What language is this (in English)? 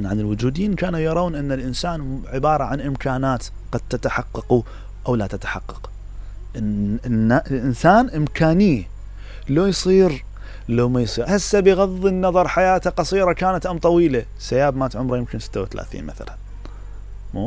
Mesopotamian Arabic